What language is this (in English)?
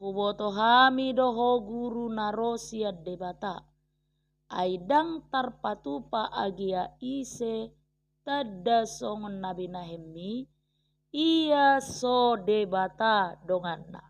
Batak Toba